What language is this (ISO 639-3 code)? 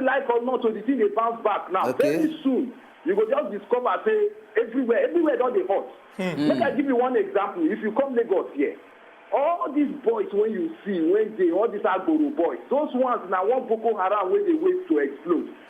pcm